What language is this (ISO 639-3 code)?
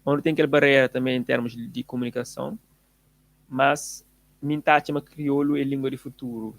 kea